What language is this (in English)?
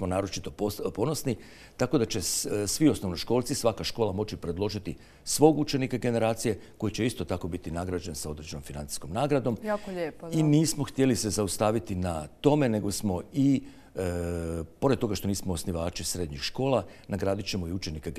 Croatian